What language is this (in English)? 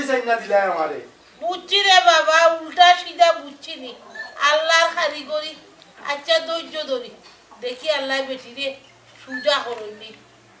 Sylheti